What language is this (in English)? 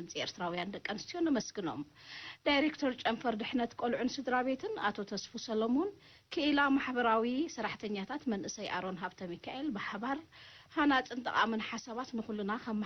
Tigrinya